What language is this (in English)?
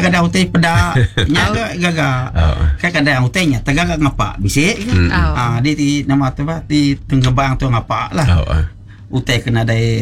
Iban